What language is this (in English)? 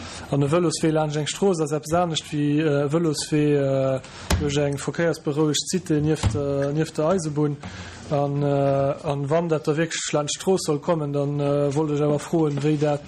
Luxembourgish